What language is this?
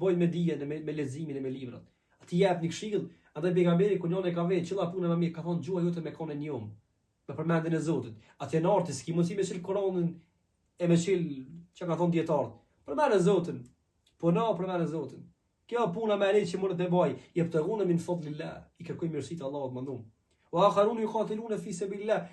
Albanian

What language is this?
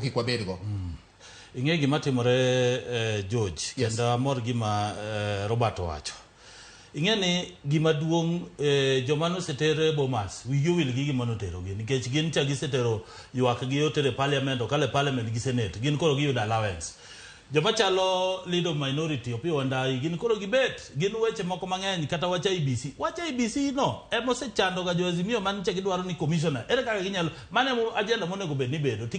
Luo (Kenya and Tanzania)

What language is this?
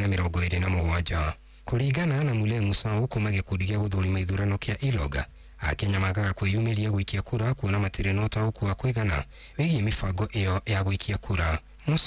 Kikuyu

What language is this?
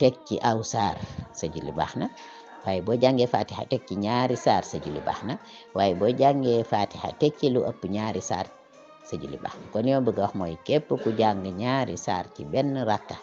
Wolof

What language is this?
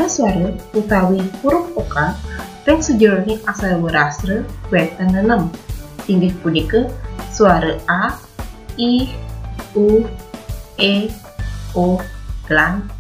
Balinese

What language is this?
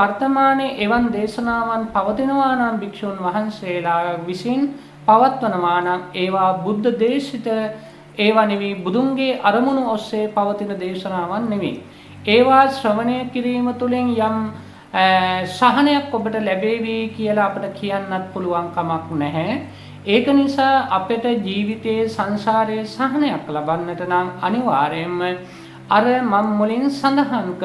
Sinhala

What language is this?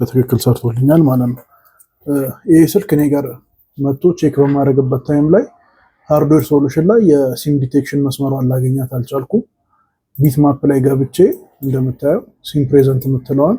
Amharic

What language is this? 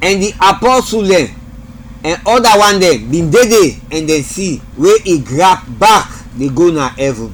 Krio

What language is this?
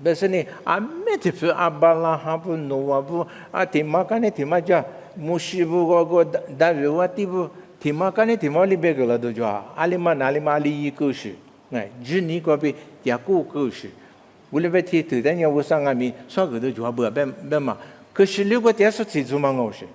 Lisu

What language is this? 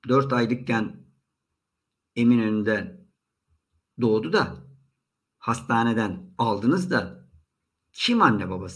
Turkish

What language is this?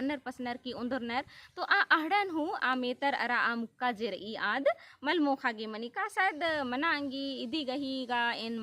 Kurukh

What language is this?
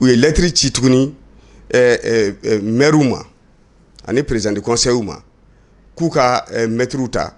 Bambara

